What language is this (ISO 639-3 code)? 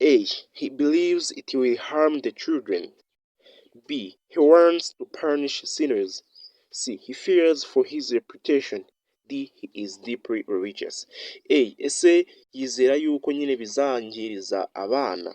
kin